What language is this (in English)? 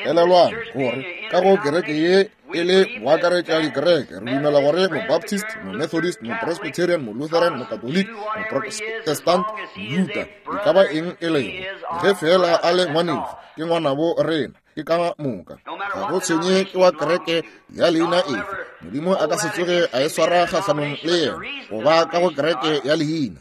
Northern Sotho